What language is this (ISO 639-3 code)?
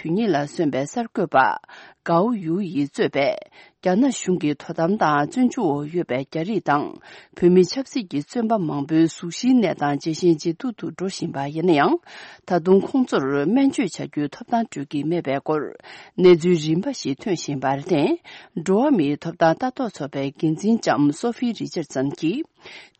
bod